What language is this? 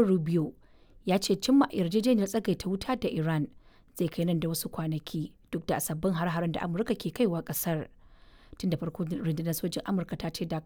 Hausa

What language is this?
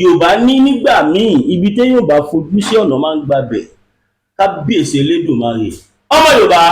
Yoruba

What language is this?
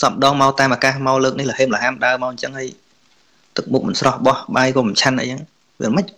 Khmer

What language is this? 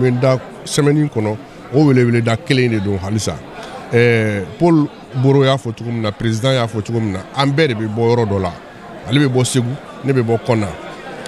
Bambara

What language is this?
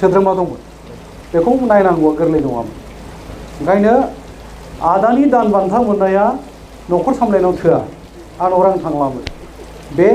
Bodo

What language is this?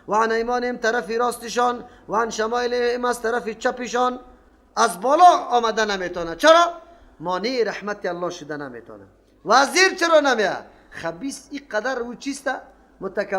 Persian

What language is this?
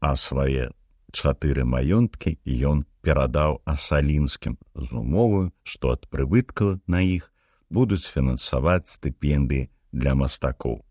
Belarusian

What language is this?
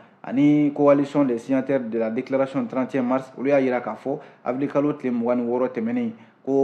Bambara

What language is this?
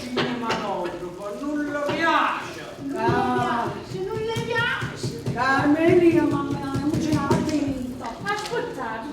Neapolitan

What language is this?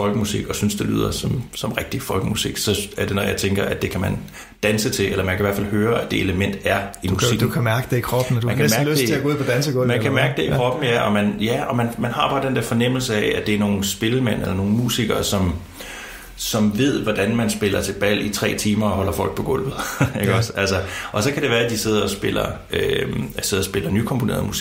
Danish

